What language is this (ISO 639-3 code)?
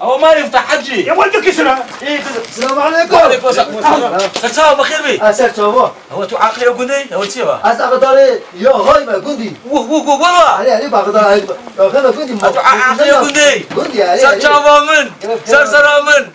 kur